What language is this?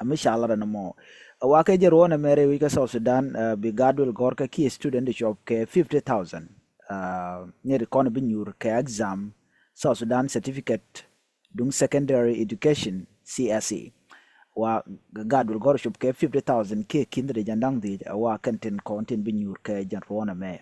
Nuer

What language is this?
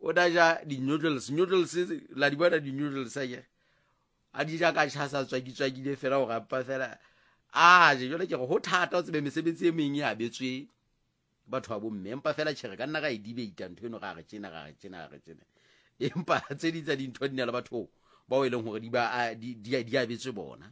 Southern Sotho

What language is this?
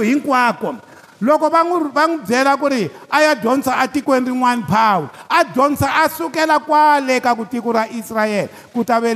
Tsonga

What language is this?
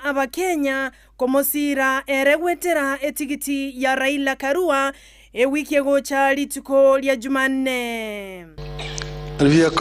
Gusii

